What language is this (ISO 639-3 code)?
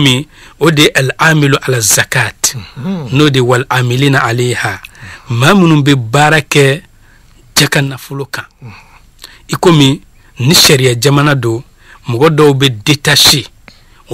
bam